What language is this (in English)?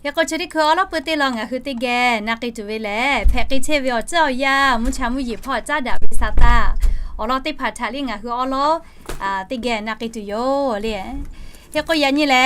Lahu